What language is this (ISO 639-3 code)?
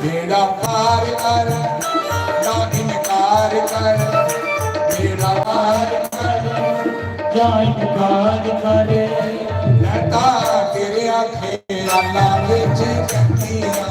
doi